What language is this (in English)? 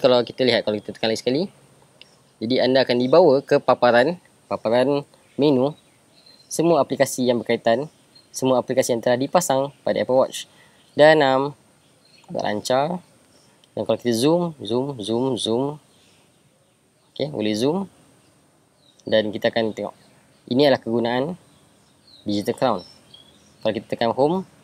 Malay